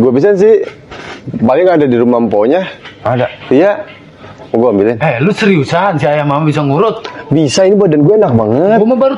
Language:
Betawi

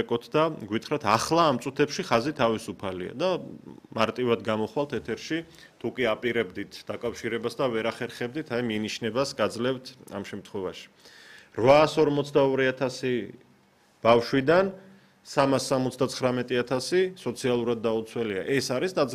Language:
Georgian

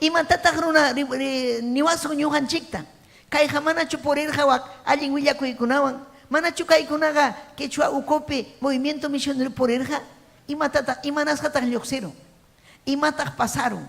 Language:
Ayacucho Quechua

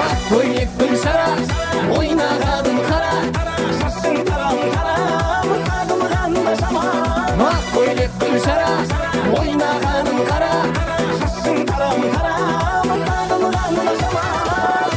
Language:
Kara-Kalpak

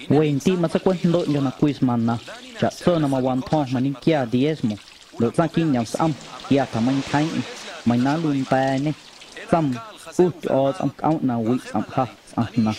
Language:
Guerrero Amuzgo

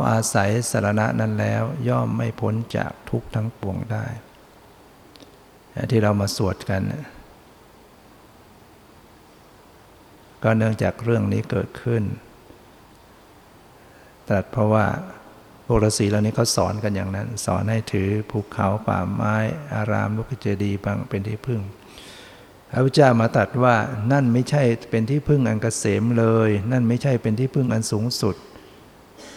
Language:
Thai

